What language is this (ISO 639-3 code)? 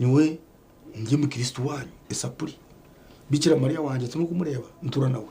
nyn